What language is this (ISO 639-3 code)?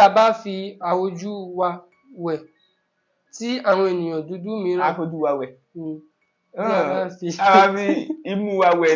yor